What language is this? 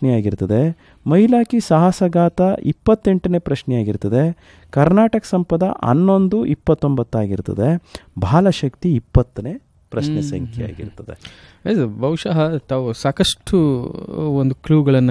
Kannada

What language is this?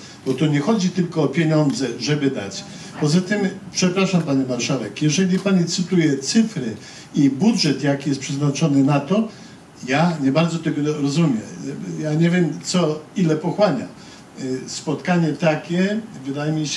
Polish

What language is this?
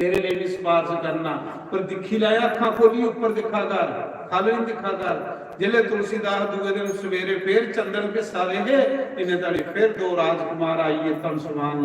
Dogri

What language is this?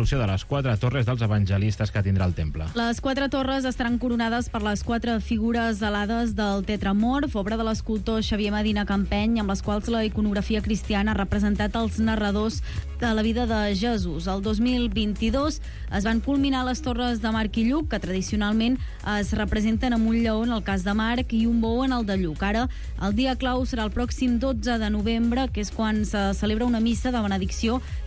Catalan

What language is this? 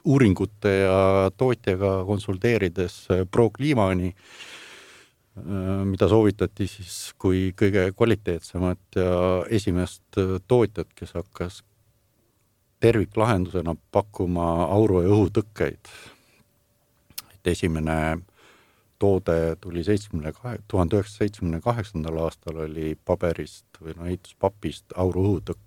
Estonian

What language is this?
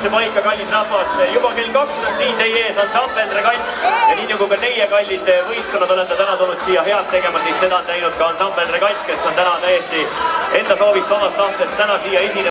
Estonian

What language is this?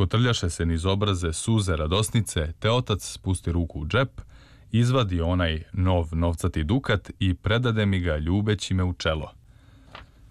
Serbian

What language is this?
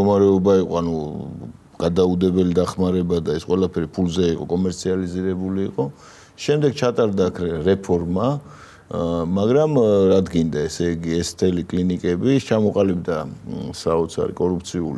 Georgian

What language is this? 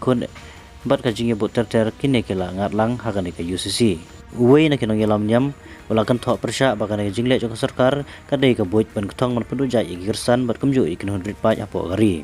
Khasi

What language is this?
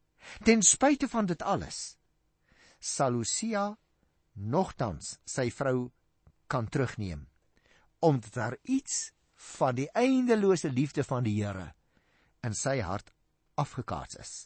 Afrikaans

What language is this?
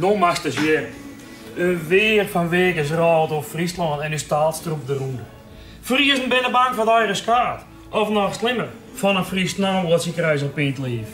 Western Frisian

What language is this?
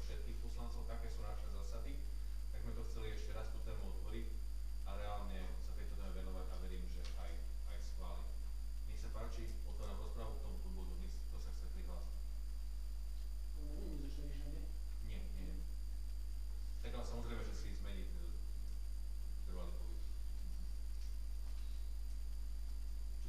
Slovak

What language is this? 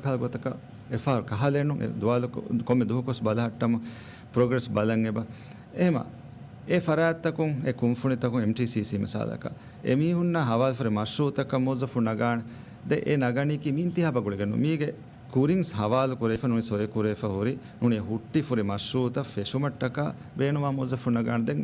Divehi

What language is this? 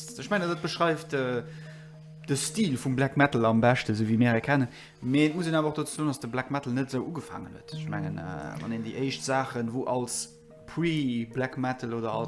Luxembourgish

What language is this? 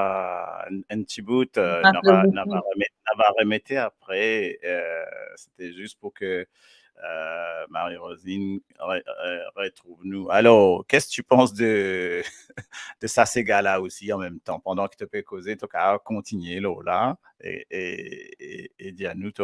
Morisyen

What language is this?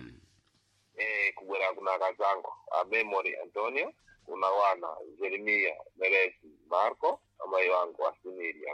Sena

